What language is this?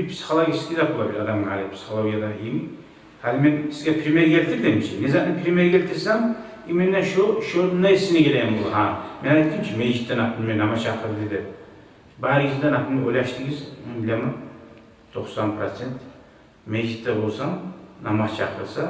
Kumyk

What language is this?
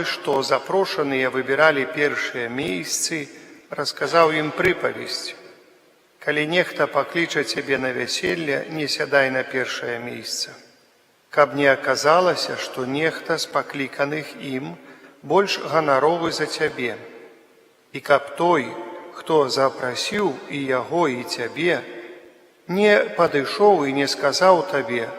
Belarusian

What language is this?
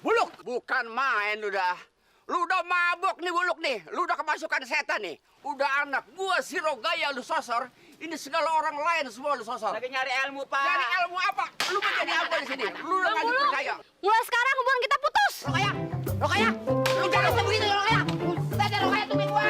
Betawi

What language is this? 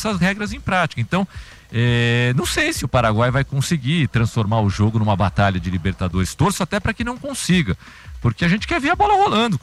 Portuguese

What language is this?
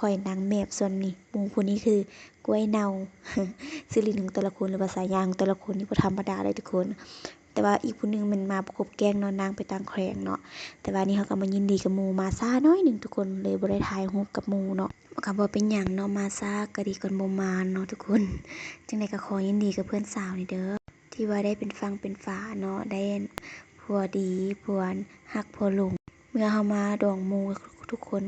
Lao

